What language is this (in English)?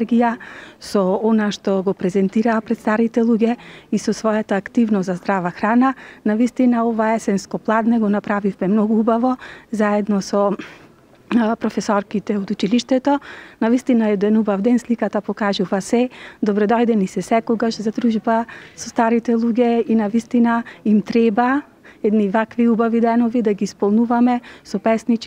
Macedonian